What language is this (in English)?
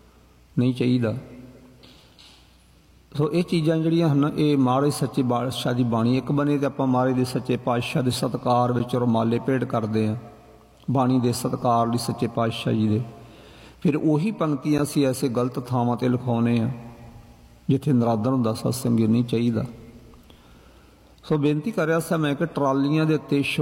Punjabi